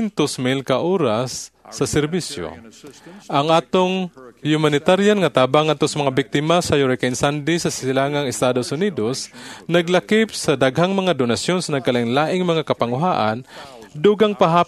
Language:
Cebuano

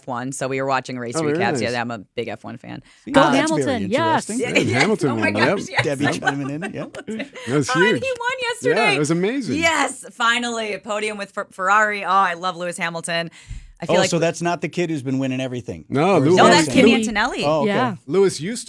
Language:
English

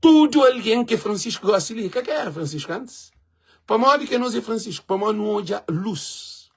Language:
Kabuverdianu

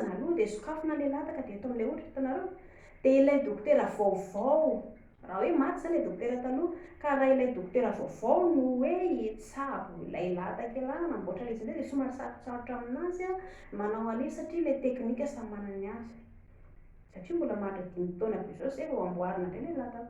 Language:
Malagasy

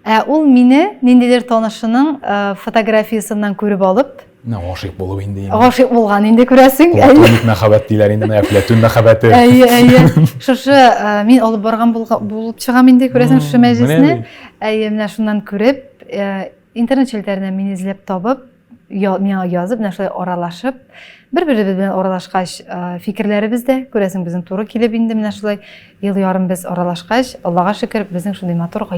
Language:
Tatar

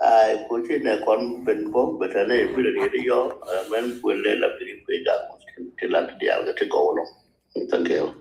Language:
Nuer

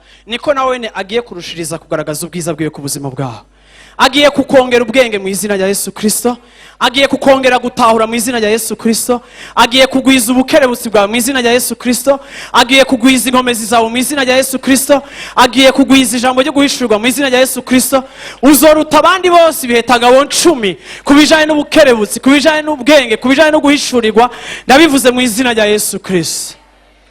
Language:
Rundi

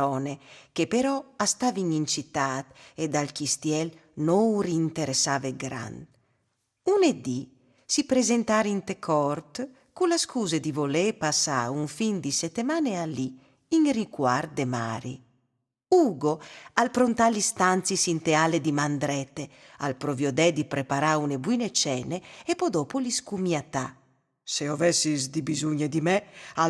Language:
Friulian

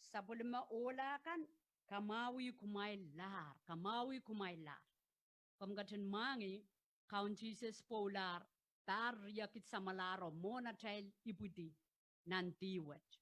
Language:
Pohnpeian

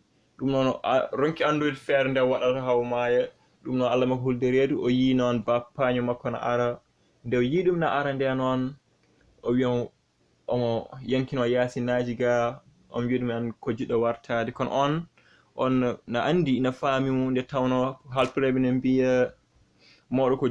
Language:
Fula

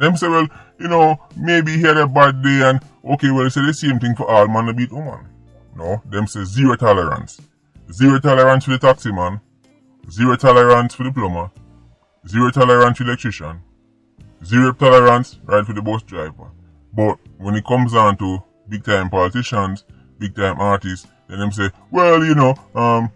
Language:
Jamaican Creole English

